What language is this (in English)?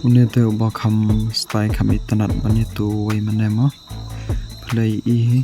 Khasi